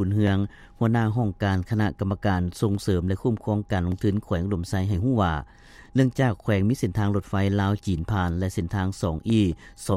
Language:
Lao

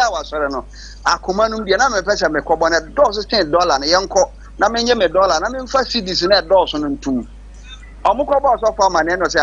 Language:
Akan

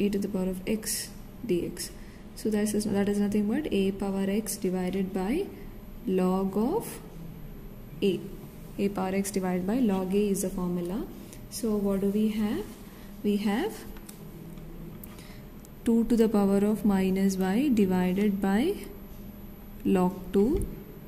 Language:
English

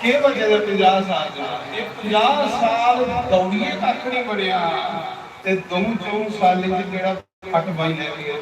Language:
Dogri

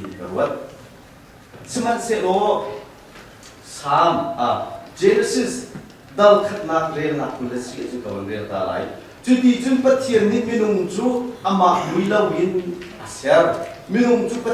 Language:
Hakha Chin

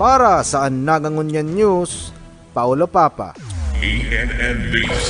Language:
Bikol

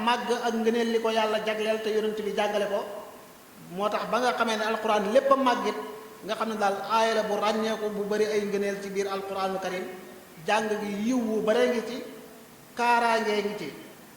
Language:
Wolof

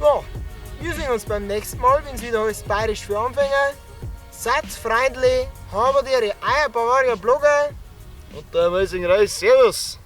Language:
Bavarian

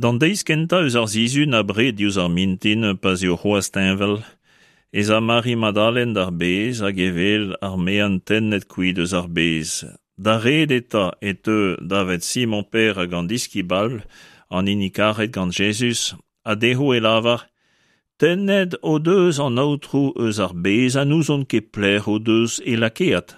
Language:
Breton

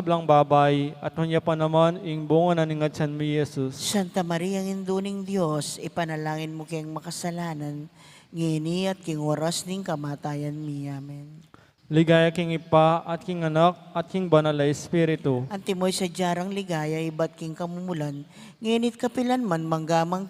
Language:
Pampanga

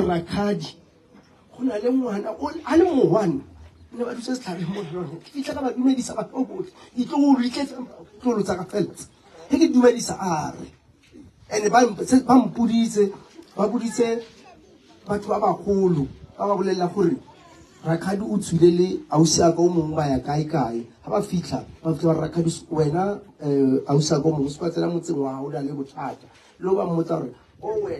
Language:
Northern Sotho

